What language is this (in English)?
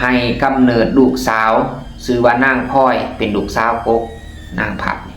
Lao